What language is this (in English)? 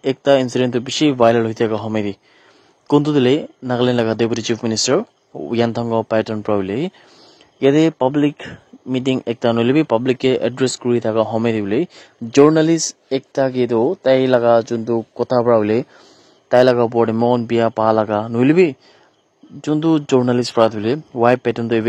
Naga Pidgin